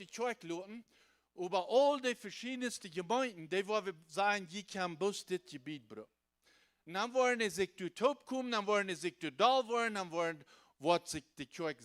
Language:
Plautdietsch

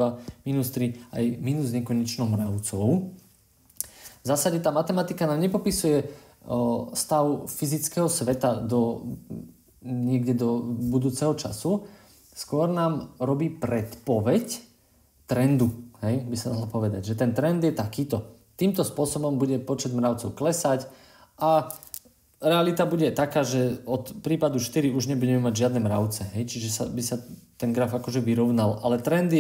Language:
Slovak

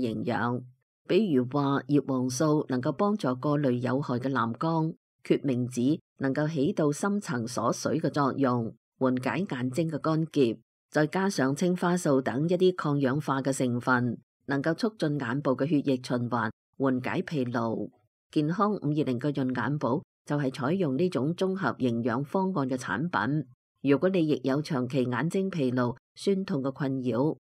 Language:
Cantonese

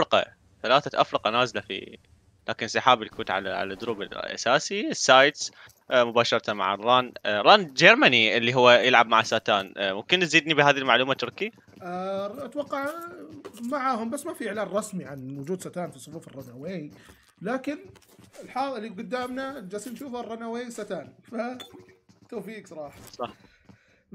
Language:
Arabic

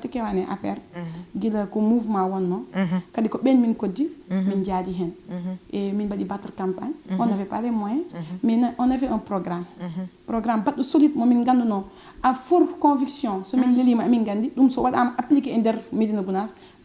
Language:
Fula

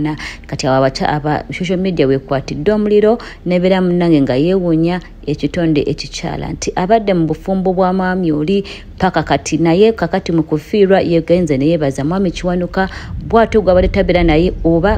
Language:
Ganda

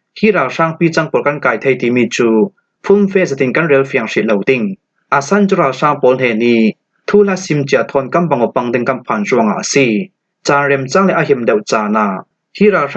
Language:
Falam Chin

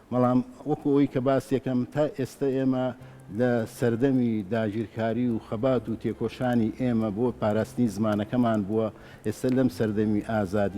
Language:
Central Kurdish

